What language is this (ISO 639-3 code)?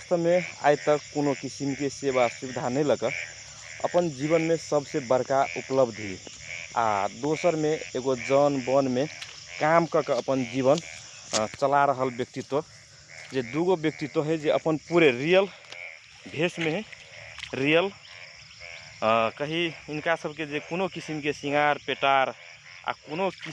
mag